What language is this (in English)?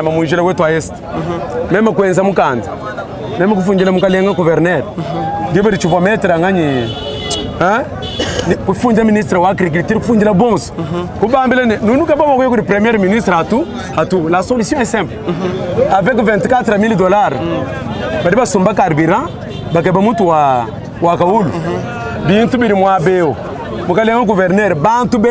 Luba-Lulua